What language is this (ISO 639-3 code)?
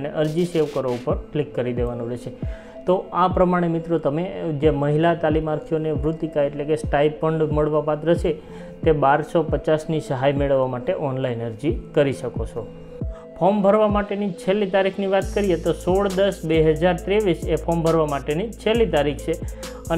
guj